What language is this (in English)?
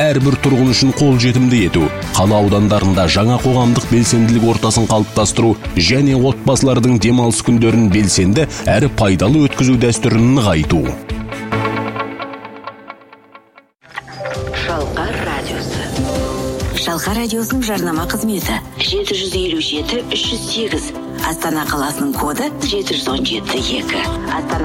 Kazakh